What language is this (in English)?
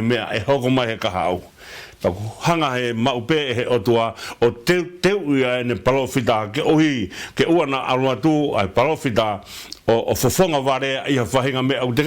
Tongan